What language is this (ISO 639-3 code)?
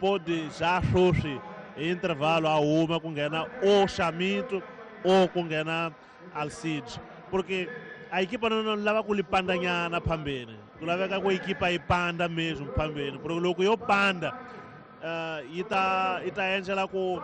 tso